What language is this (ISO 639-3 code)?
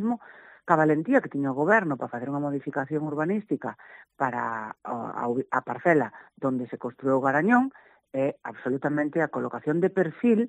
glg